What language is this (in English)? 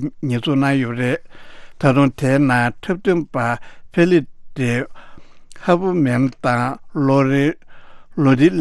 Tibetan